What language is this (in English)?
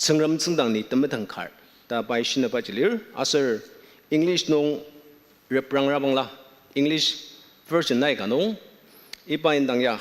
Ao Naga